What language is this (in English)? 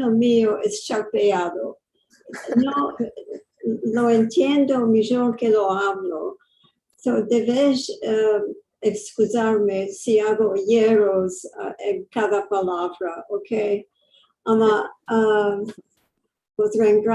Ladino